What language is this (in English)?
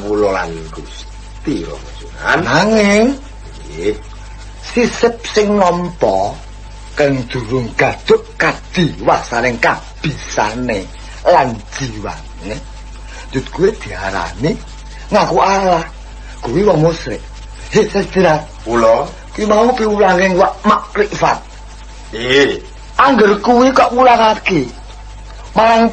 Javanese